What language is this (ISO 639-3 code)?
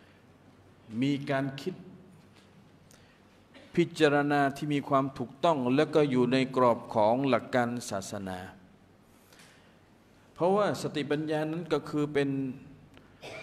tha